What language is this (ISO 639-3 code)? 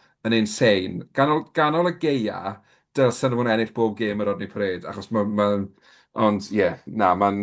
cym